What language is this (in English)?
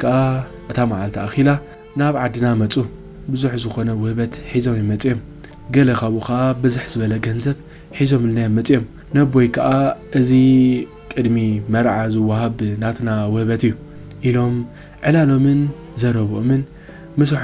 Tigrinya